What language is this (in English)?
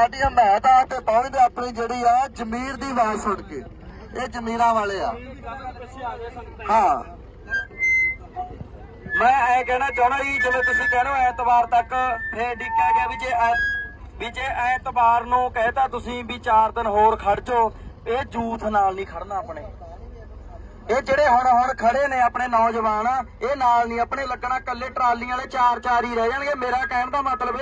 Punjabi